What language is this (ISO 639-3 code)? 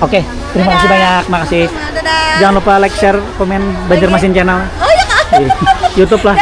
bjn